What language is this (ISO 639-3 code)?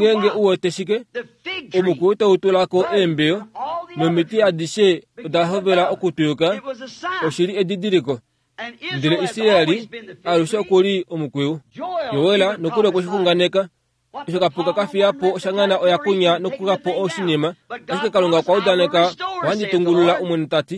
kua